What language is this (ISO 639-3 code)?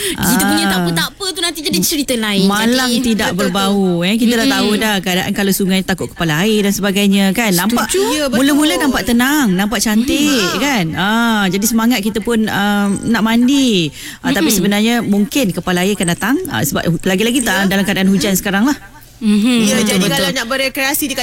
msa